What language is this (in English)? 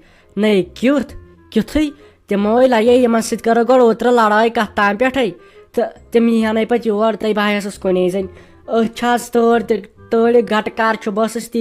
Kashmiri